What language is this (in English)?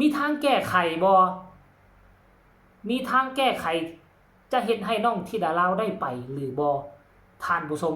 Northeastern Thai